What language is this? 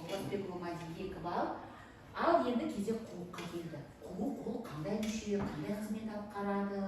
Kazakh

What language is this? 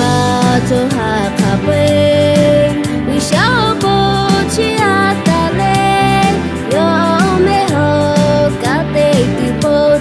Lahu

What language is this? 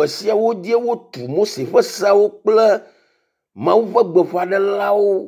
Ewe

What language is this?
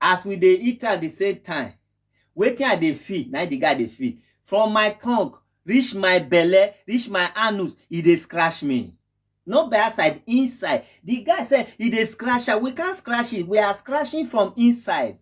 Nigerian Pidgin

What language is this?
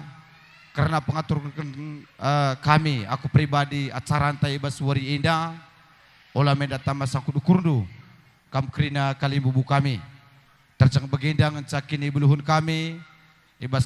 Batak Karo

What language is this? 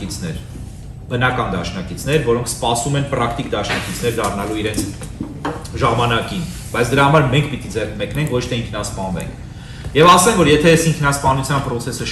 Western Armenian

